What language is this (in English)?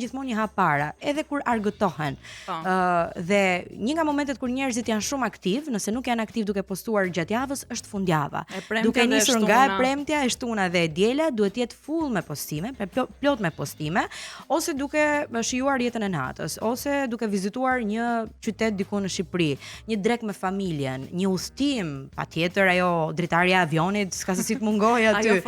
Albanian